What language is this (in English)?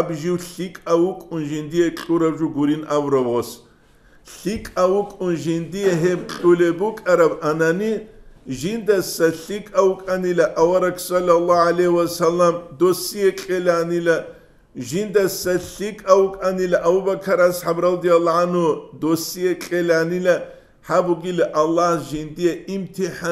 Avaric